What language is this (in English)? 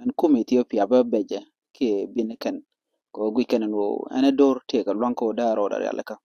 Nuer